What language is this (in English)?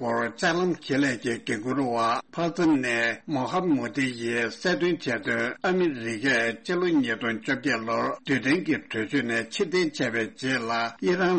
Tibetan